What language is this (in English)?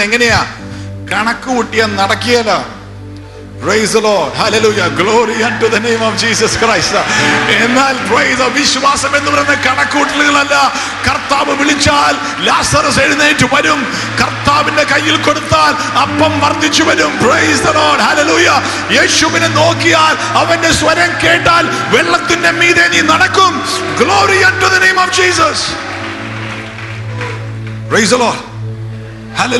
Malayalam